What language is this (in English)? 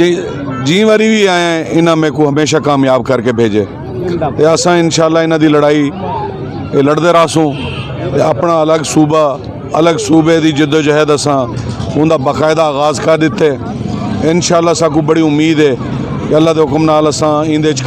Saraiki